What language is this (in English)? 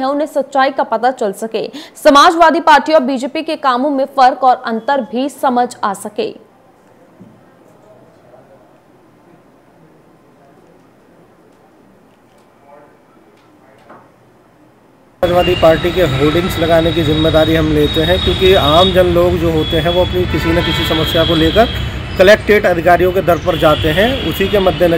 Hindi